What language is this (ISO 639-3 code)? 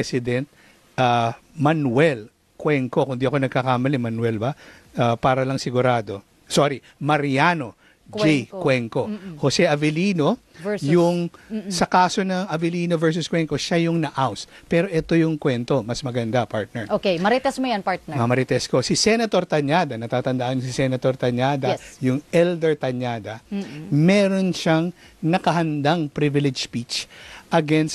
fil